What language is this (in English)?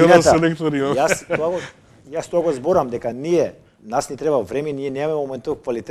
Macedonian